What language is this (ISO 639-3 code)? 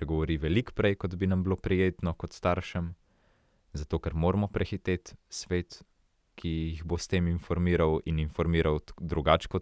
slv